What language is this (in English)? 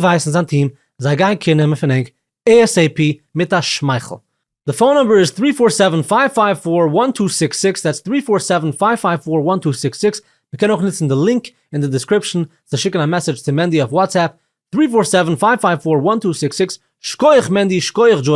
Yiddish